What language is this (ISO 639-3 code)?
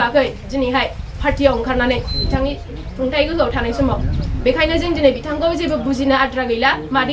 brx